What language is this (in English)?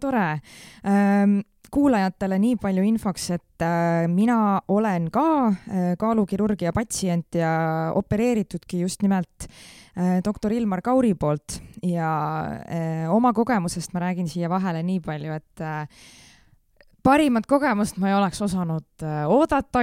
Estonian